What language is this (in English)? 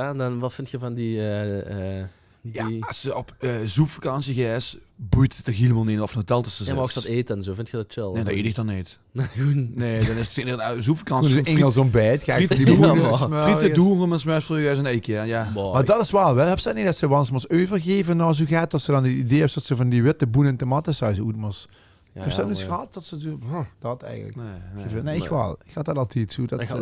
Limburgish